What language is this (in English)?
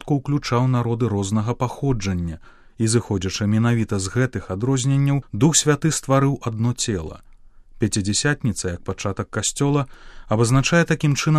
Belarusian